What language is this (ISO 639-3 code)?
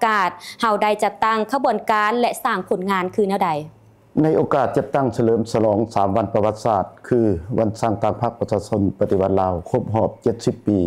lao